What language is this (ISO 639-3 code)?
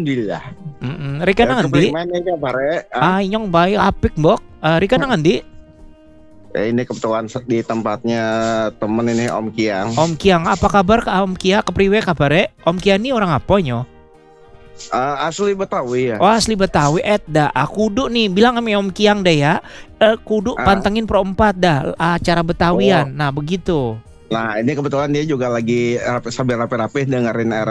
ind